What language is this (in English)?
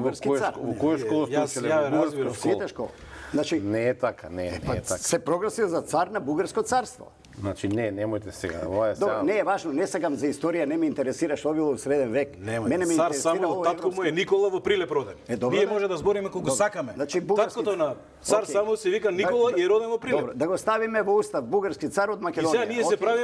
Macedonian